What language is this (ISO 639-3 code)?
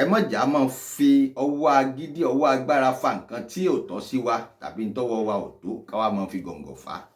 yor